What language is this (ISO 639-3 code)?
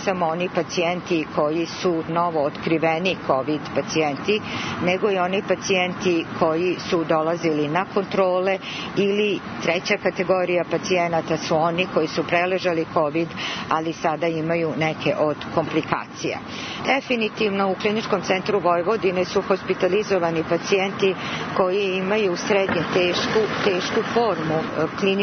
srp